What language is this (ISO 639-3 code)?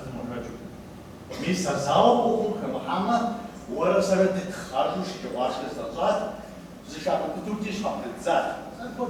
kbd